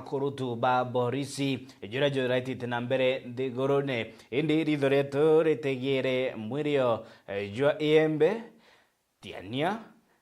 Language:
Meru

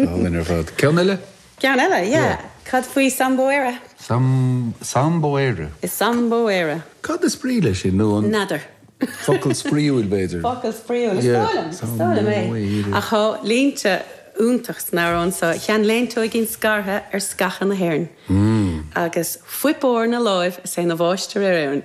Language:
Irish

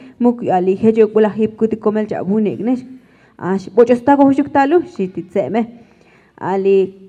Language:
Tzotzil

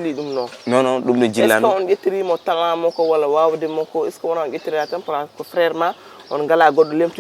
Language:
Fula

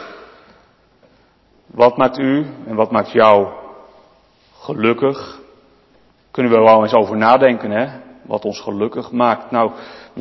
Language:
Dutch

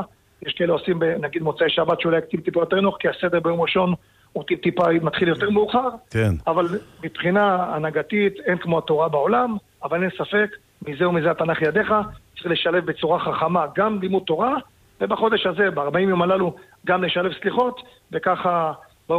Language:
Hebrew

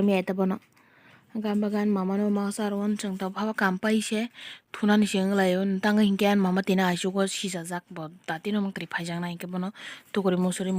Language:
Kok Borok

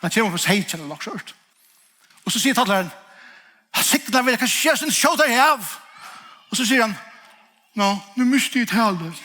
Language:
Faroese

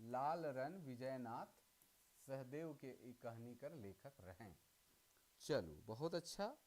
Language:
Sadri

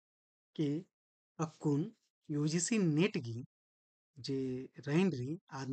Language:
Kurukh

